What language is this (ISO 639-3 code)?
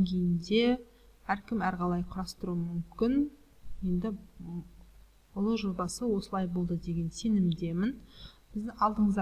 kaz